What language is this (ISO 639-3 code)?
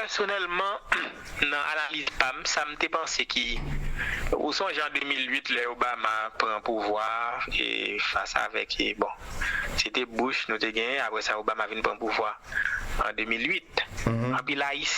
hat